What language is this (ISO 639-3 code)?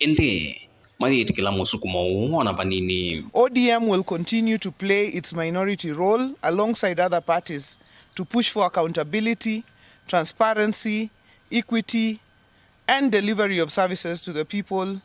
kam